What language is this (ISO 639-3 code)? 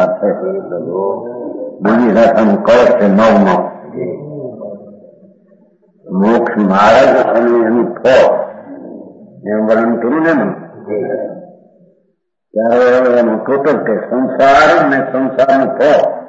guj